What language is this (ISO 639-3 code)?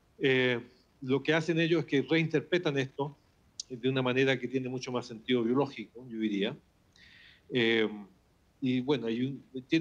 spa